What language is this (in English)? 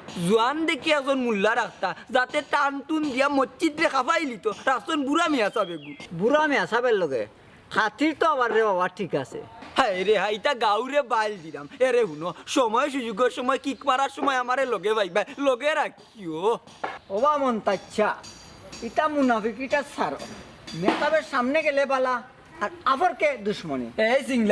Sylheti